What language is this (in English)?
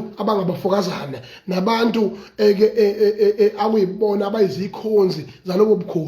Zulu